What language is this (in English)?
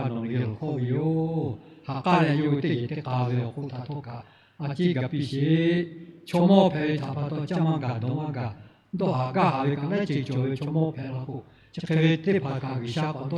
Lahu